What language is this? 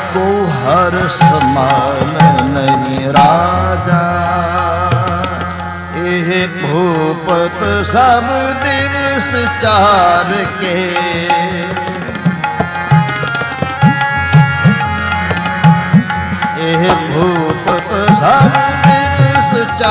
Punjabi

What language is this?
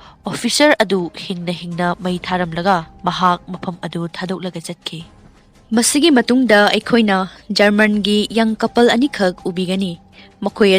Manipuri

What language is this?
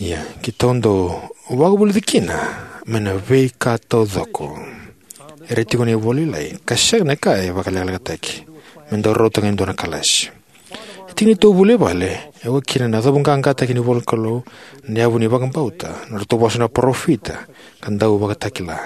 Fijian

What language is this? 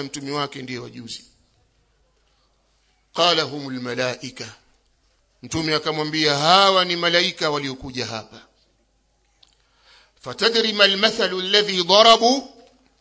Swahili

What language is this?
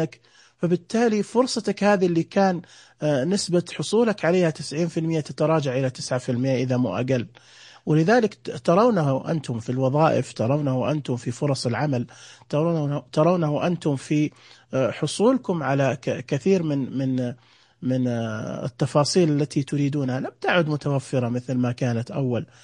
Najdi Arabic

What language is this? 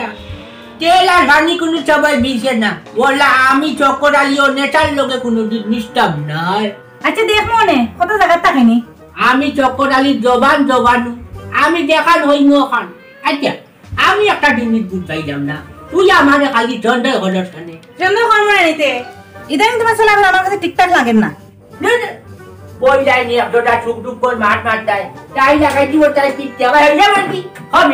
Sylheti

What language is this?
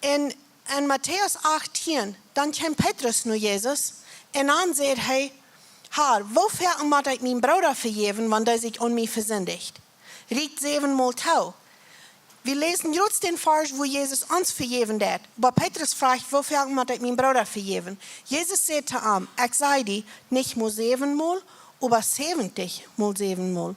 Plautdietsch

